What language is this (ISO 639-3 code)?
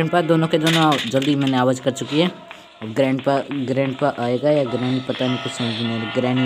hin